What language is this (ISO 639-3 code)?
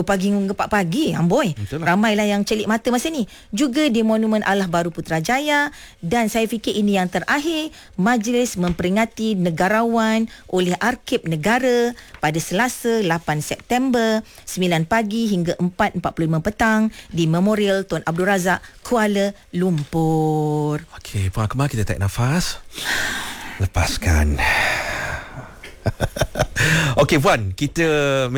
msa